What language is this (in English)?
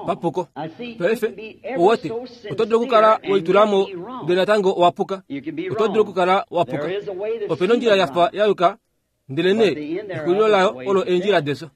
Kuanyama